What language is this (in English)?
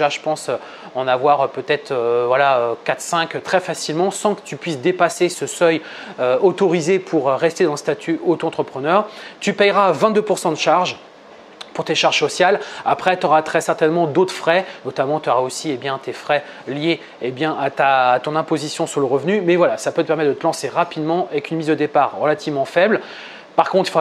French